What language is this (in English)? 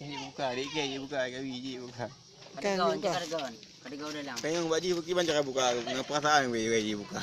Achinese